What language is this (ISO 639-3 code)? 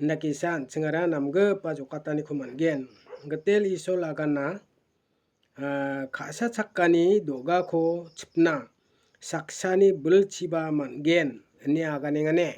grt